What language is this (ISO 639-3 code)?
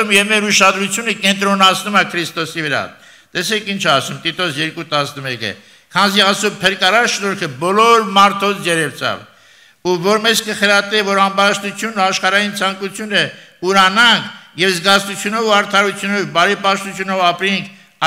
hye